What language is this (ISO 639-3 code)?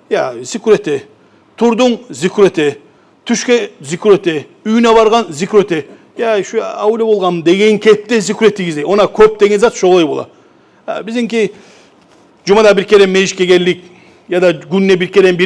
kum